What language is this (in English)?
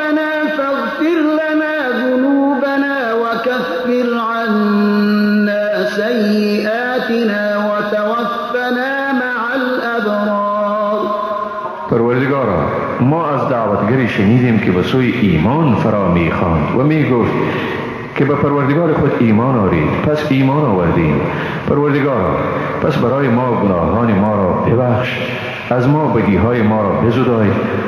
Persian